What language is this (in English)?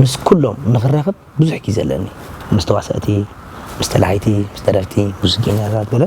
Tigrinya